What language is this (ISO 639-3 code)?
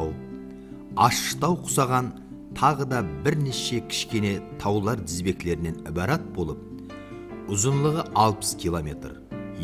kaa